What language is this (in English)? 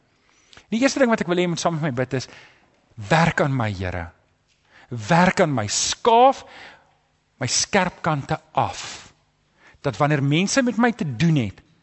Afrikaans